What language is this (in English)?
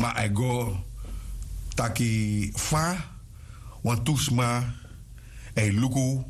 Sranan Tongo